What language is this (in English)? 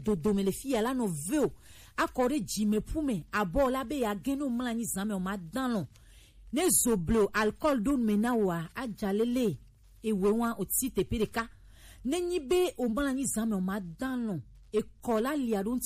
Gen